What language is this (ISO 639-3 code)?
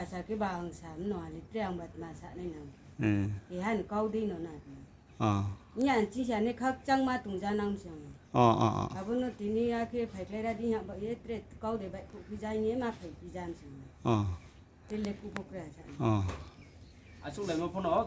ria